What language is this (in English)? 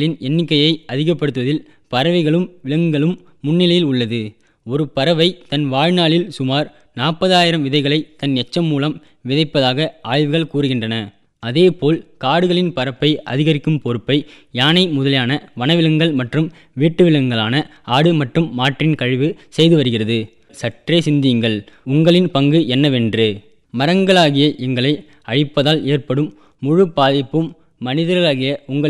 Tamil